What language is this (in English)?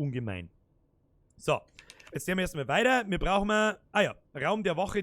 Bavarian